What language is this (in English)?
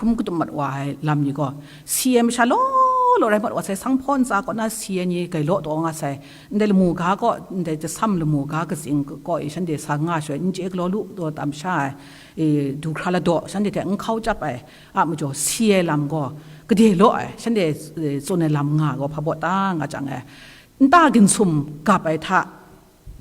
Kachin